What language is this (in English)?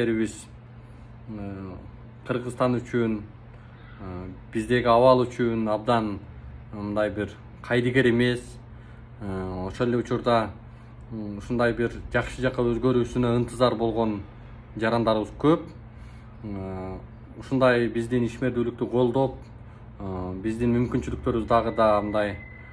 Kyrgyz